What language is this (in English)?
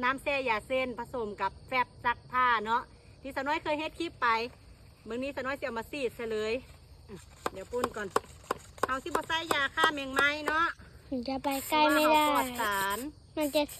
Lao